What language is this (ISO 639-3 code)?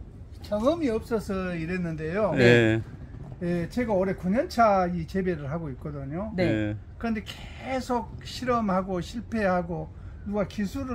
kor